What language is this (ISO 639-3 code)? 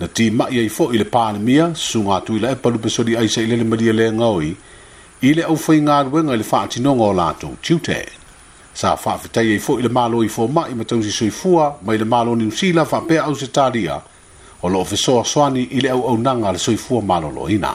smo